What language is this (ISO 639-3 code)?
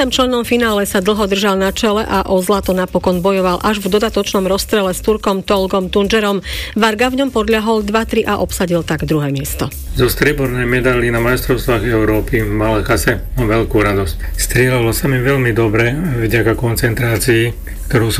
slk